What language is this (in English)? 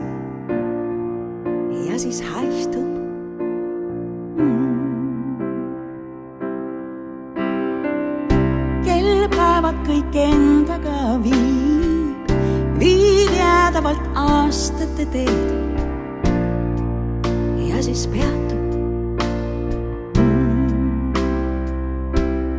Estonian